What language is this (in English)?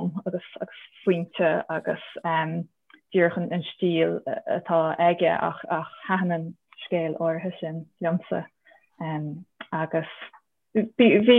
Irish